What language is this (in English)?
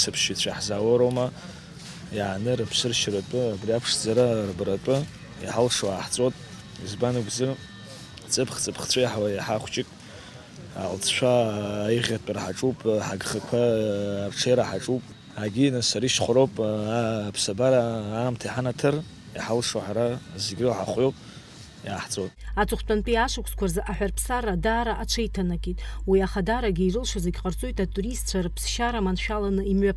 Abkhazian